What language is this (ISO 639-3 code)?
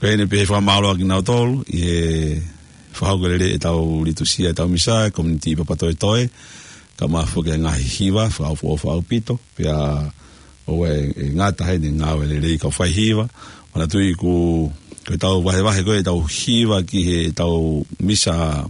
ton